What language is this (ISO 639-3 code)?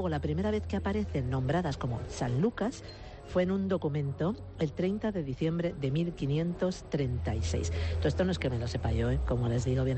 glg